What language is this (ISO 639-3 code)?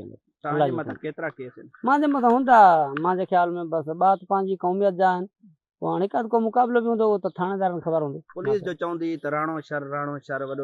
snd